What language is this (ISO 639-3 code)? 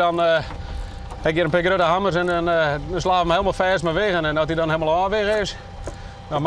fry